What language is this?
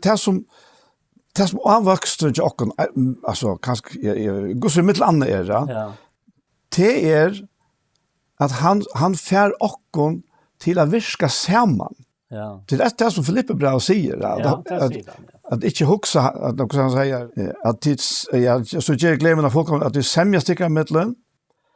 Faroese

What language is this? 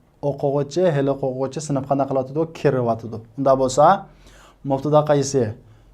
Uyghur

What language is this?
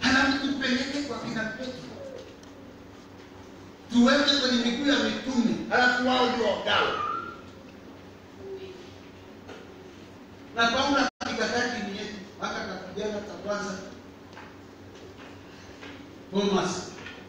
Swahili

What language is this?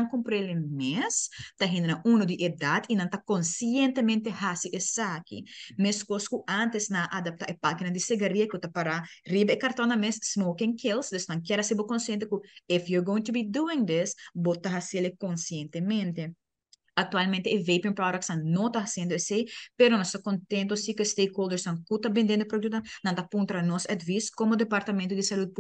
Papiamento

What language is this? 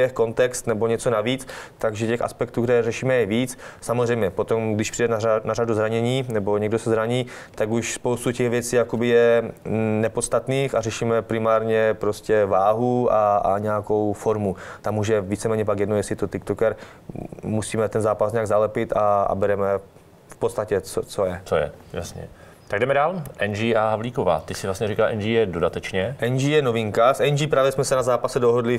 Czech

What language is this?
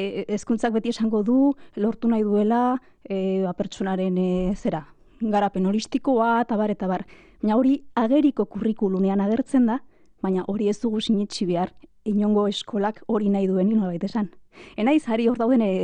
Basque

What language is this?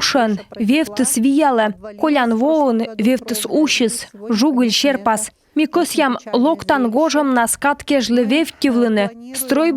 Komi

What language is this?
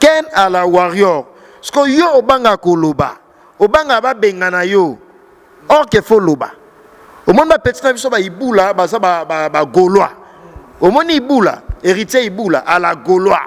Lingala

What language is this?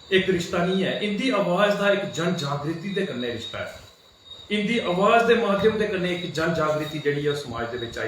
Dogri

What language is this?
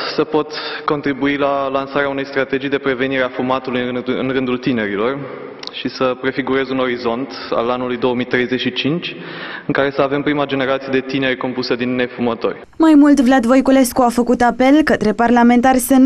Romanian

